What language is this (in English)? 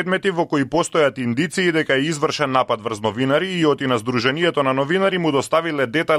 Macedonian